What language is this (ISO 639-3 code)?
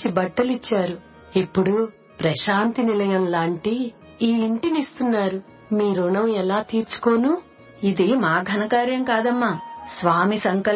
tel